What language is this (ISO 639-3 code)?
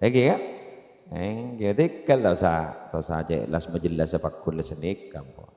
mad